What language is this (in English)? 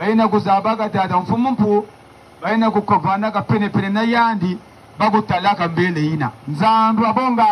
Kituba (Democratic Republic of Congo)